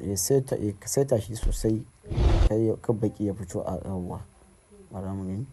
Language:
Hausa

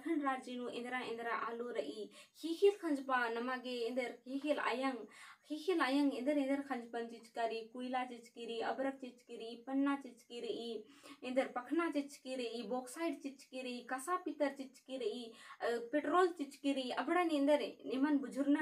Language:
Kurukh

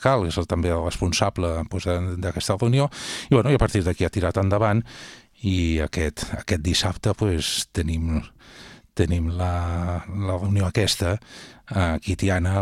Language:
Catalan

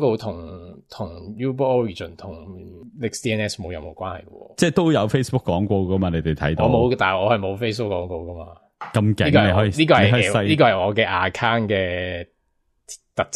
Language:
Cantonese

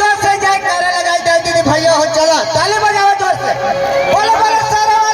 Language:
Chhattisgarhi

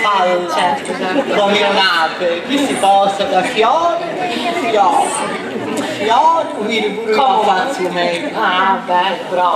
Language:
Sicilian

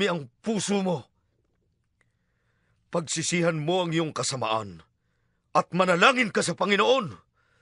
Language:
Filipino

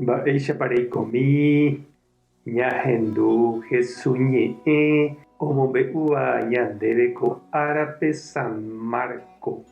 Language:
Guarani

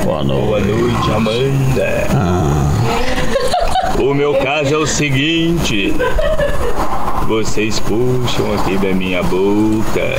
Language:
Portuguese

